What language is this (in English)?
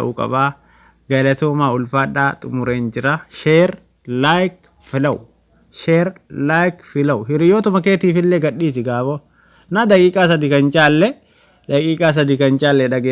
Oromo